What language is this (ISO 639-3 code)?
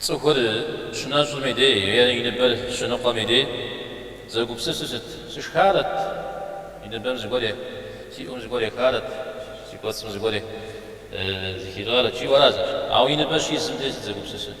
kbd